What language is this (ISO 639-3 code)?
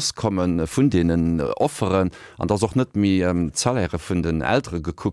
ltz